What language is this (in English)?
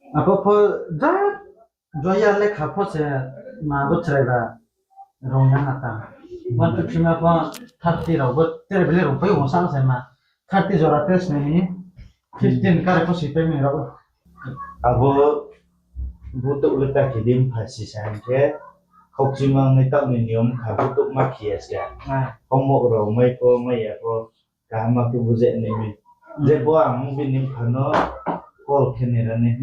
Riang (India)